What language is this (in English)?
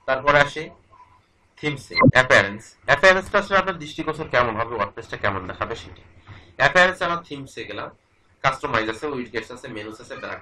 Bangla